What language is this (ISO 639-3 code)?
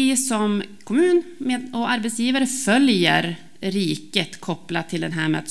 swe